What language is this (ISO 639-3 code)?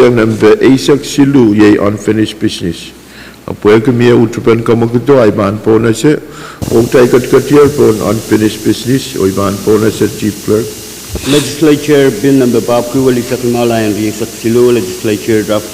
pon